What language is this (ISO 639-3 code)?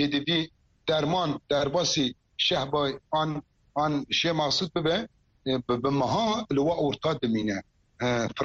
kur